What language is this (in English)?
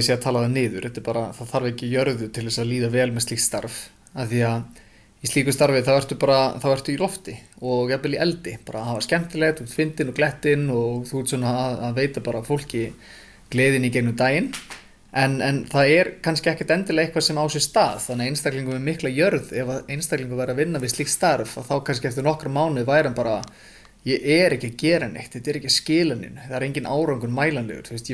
Icelandic